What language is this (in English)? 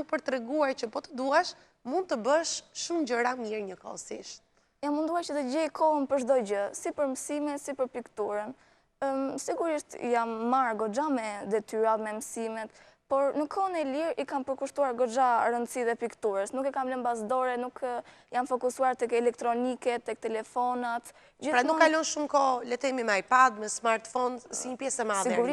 Albanian